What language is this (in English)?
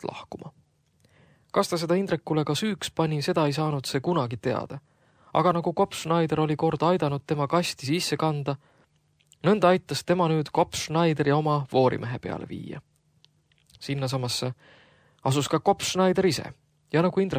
Estonian